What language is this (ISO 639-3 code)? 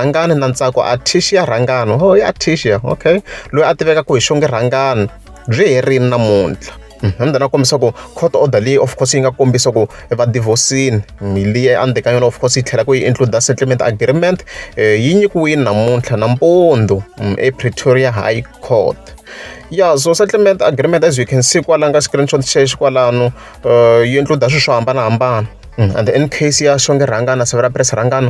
tso